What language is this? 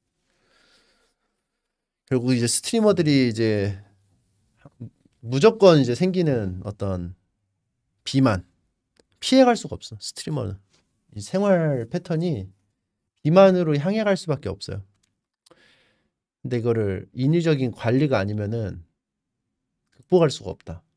Korean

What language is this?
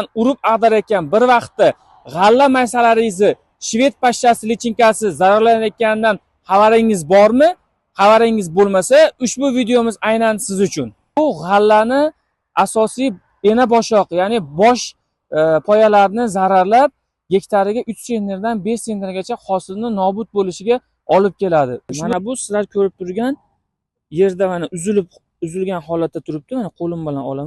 Uzbek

